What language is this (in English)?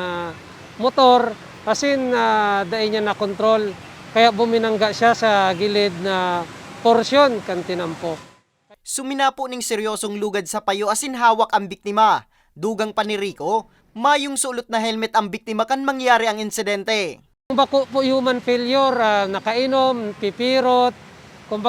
Bikol